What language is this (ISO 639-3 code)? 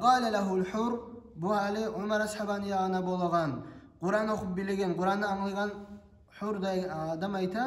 kum